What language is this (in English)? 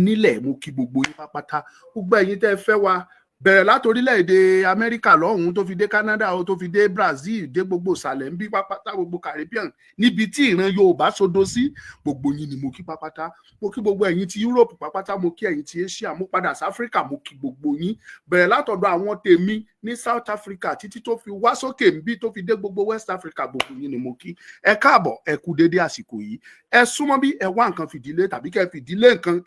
Yoruba